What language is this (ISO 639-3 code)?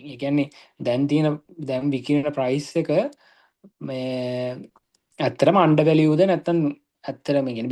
sin